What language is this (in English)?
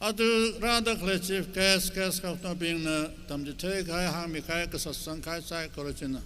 Tangkhul Naga (India)